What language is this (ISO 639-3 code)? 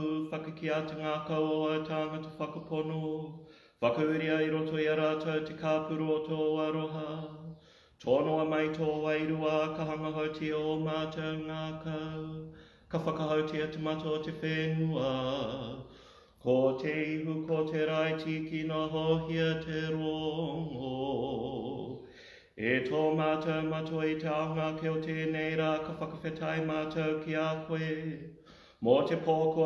mri